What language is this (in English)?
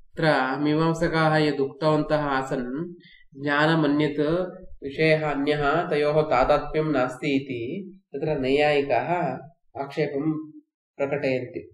Sanskrit